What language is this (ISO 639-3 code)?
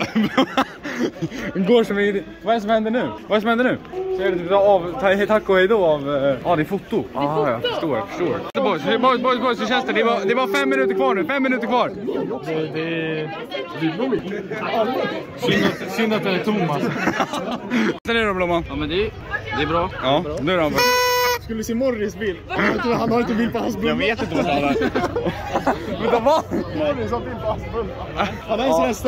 swe